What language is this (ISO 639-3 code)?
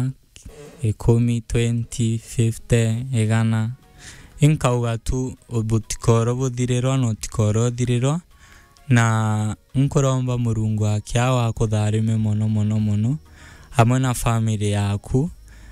mer